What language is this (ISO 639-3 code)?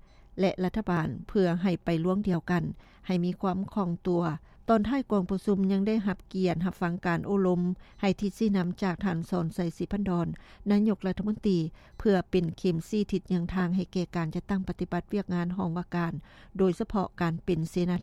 lao